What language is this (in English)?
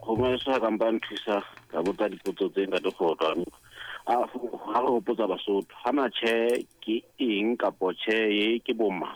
Southern Sotho